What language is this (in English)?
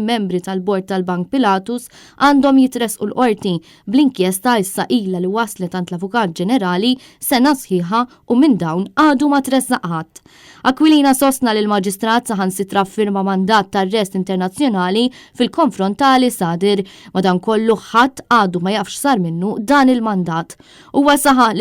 Maltese